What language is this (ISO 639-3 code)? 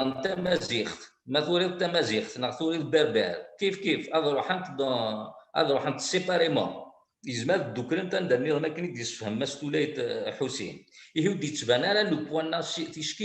kab